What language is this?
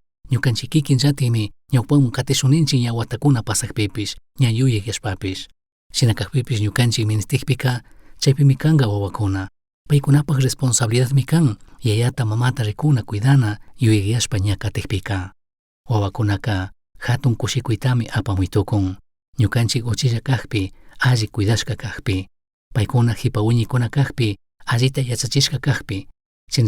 Chimborazo Highland Quichua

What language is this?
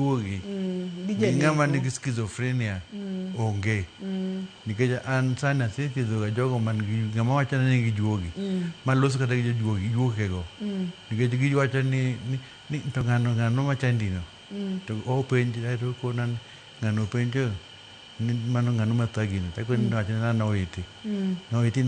Luo (Kenya and Tanzania)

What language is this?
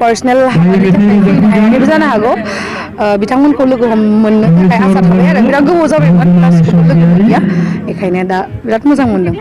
Bodo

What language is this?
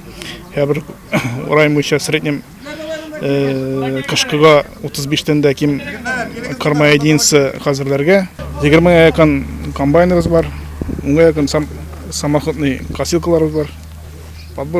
Tatar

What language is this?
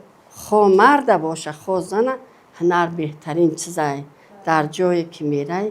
Tajik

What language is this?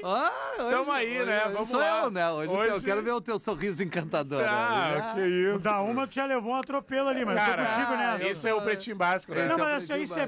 Portuguese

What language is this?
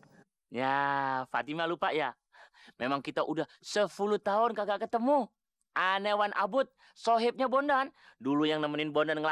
Betawi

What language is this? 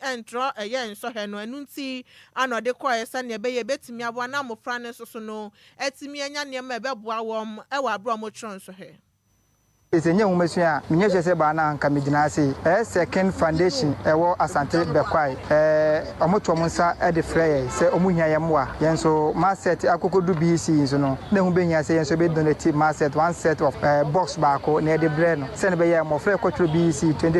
Akan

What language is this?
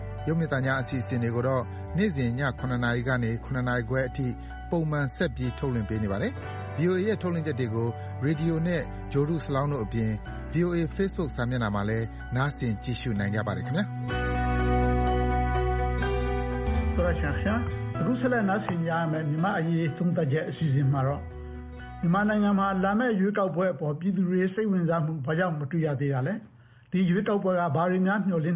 Burmese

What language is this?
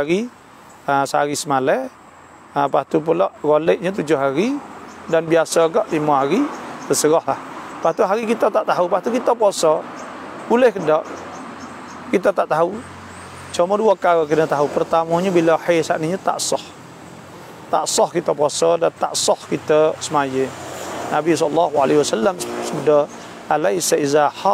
Malay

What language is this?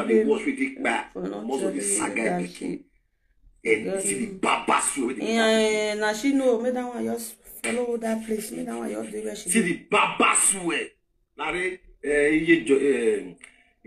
Nigerian Pidgin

